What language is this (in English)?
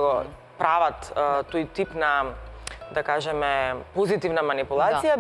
Macedonian